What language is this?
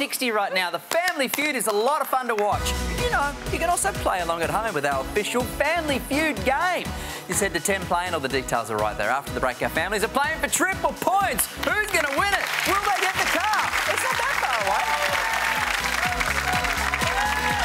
English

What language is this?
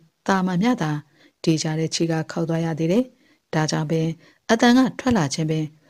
Burmese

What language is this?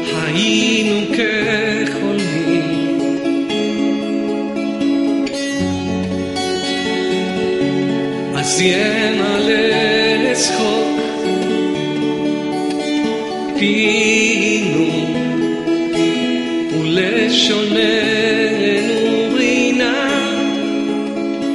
Hebrew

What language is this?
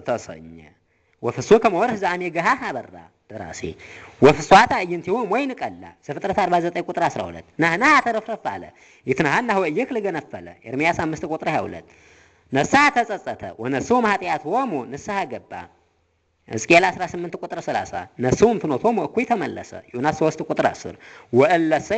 Amharic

